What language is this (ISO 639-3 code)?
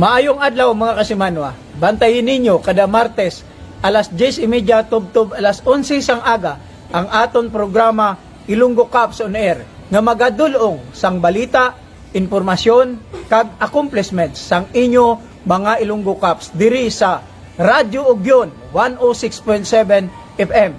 hil